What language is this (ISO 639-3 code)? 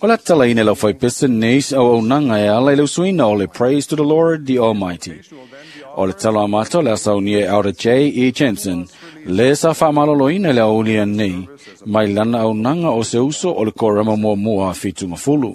smo